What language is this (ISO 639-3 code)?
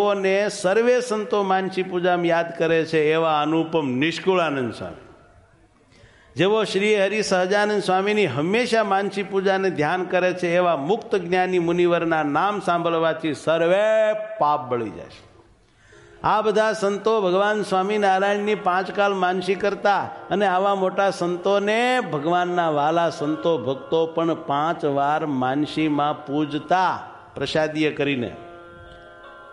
guj